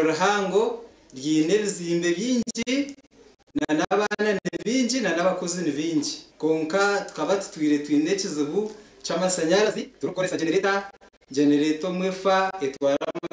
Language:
Nyankole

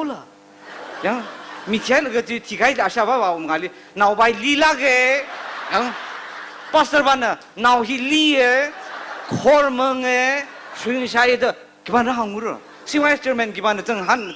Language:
Tangkhul Naga (India)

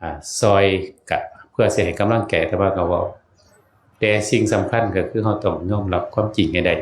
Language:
Northeastern Thai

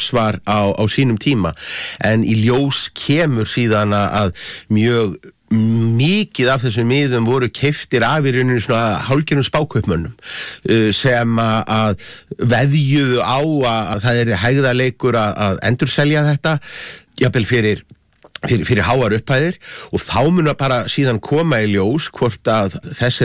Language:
Icelandic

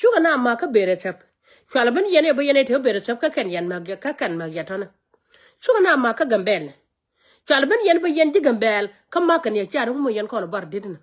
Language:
Nuer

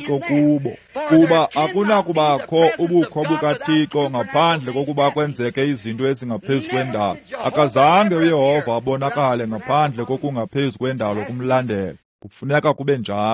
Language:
Xhosa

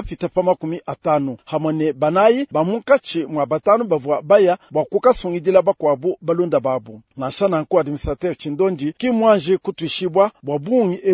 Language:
Luba-Lulua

